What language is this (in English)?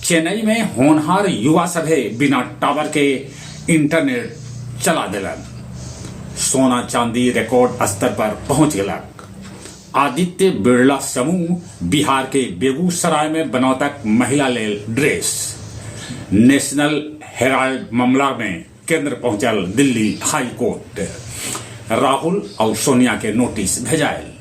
Magahi